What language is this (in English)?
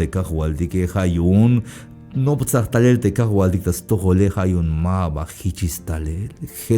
Tzeltal